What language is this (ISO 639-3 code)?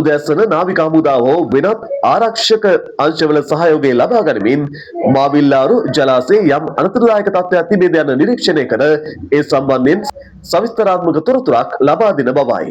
sin